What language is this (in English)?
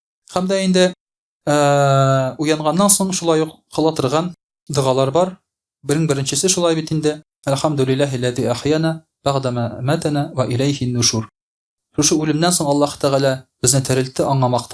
Tatar